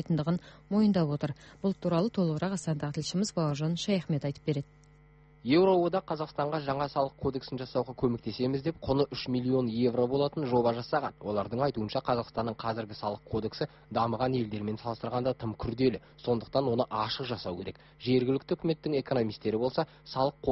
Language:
Kazakh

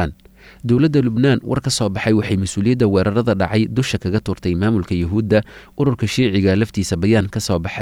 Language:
Somali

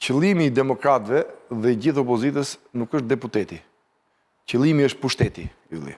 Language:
Albanian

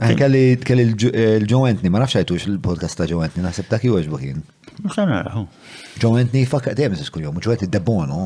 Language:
Maltese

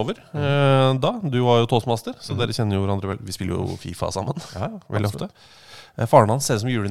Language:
Norwegian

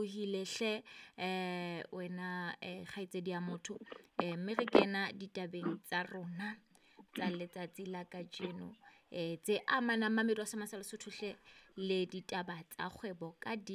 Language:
Southern Sotho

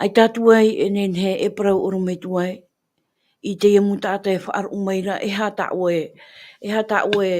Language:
Tahitian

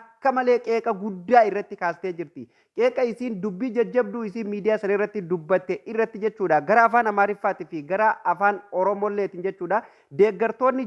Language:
Oromo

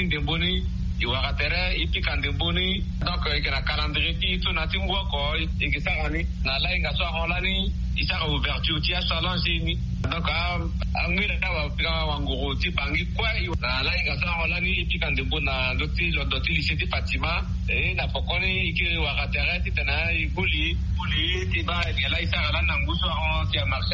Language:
Sango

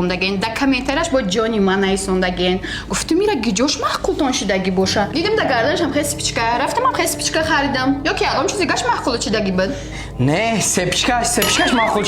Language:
Tajik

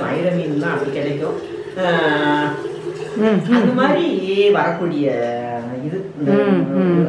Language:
Tamil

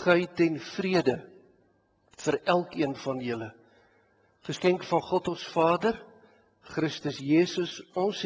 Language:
Afrikaans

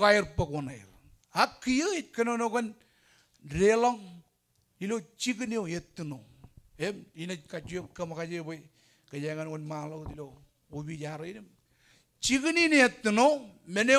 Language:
Marshallese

